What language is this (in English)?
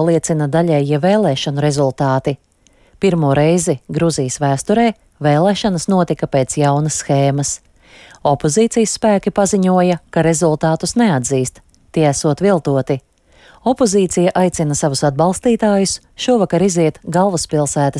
Latvian